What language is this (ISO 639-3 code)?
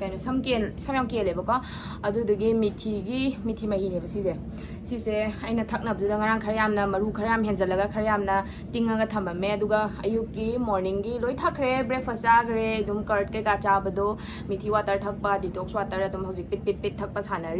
mni